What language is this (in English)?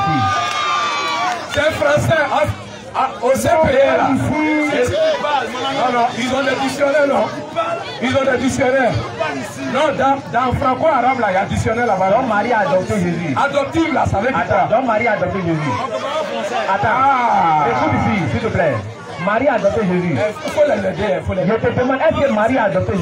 French